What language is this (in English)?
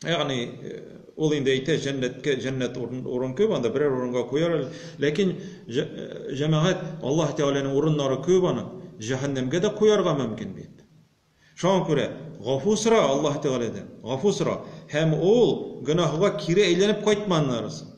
Tatar